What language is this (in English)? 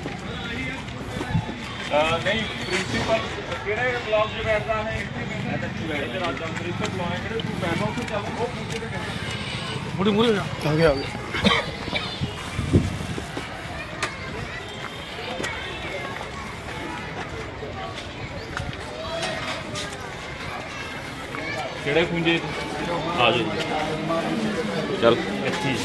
Punjabi